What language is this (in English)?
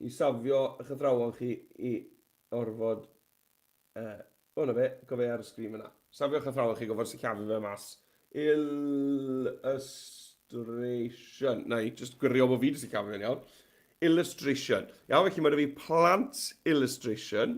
Welsh